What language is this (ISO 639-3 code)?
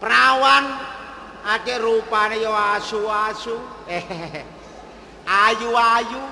jav